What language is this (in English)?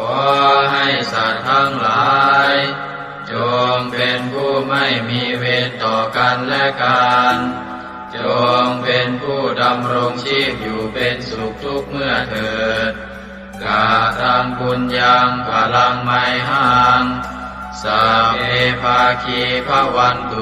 Pali